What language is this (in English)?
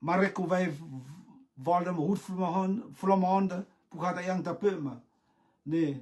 Rotuman